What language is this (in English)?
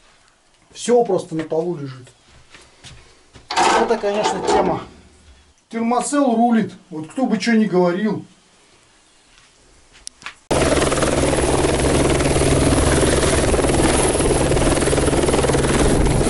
Russian